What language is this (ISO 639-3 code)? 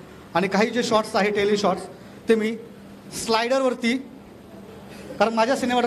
mar